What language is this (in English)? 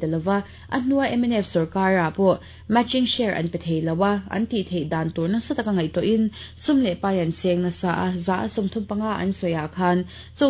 Mizo